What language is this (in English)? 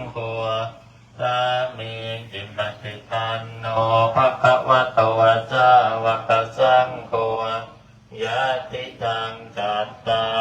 Pali